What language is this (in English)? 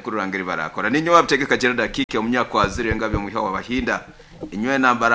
Nyoro